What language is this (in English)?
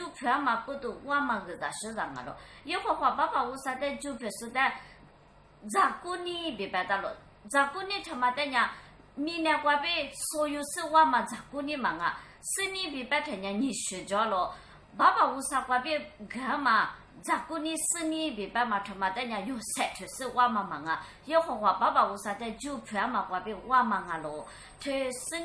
Lisu